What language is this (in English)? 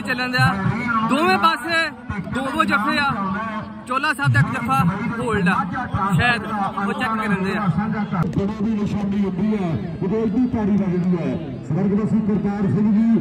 Punjabi